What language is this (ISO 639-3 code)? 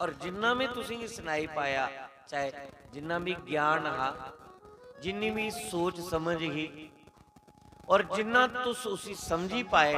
doi